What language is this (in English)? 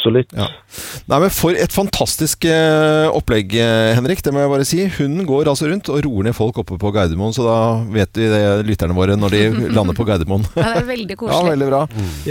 Norwegian